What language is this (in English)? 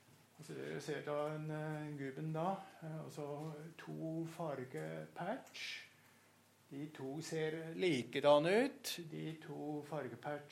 Norwegian